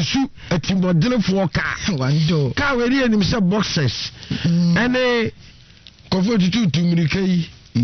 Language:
Akan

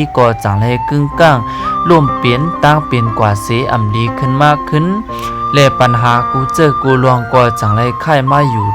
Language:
Shan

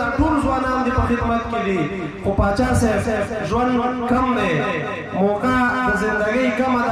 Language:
Pashto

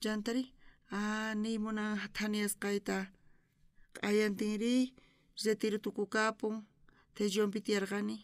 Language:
South Bolivian Quechua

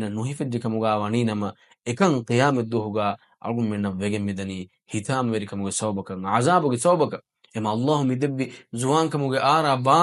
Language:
Divehi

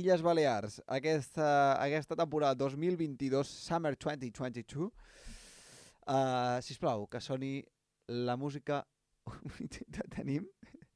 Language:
Catalan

